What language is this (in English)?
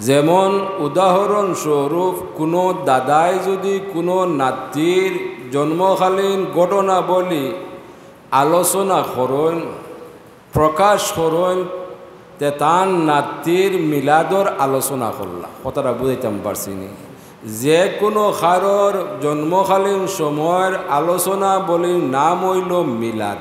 Sylheti